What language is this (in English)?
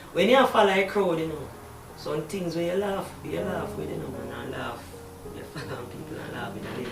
Jamaican Creole English